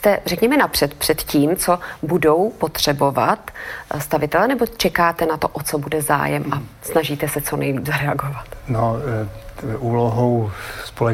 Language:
Czech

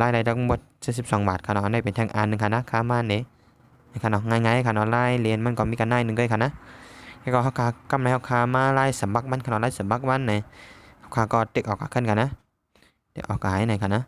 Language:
Shan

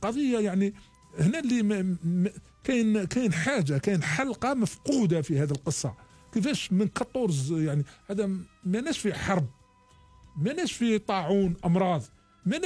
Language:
Algerian Arabic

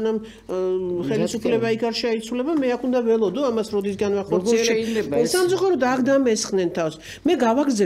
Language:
Georgian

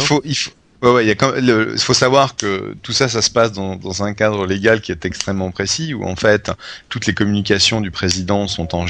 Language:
French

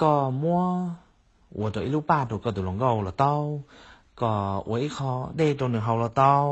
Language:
Hmong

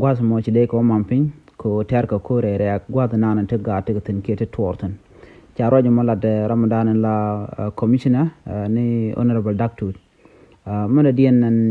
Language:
Nuer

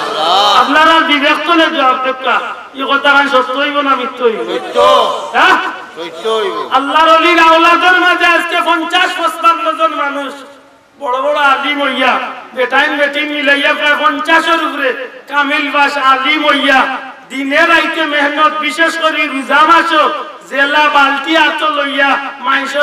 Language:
Sylheti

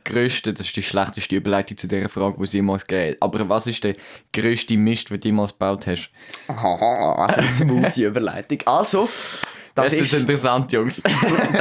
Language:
Swiss German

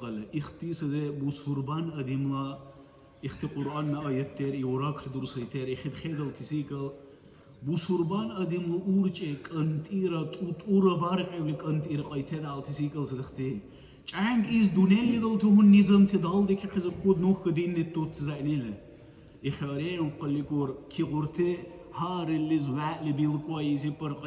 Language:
Dargwa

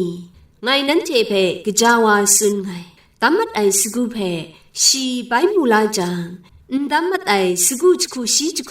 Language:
Kachin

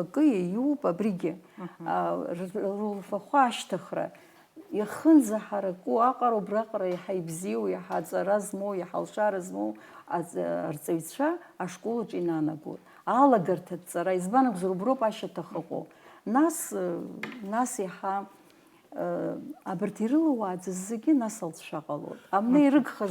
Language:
Abkhazian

